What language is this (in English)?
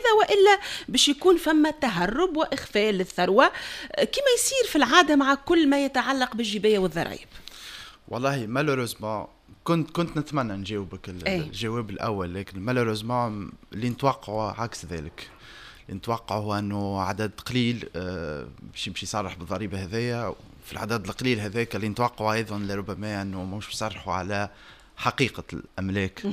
Tunisian Arabic